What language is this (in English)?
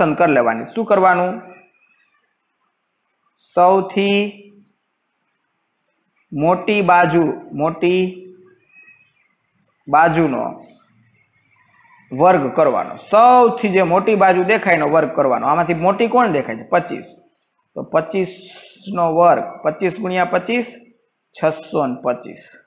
Gujarati